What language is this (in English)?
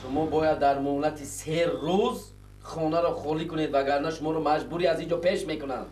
Tajik